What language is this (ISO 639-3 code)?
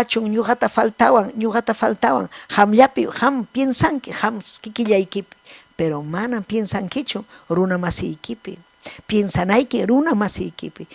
quy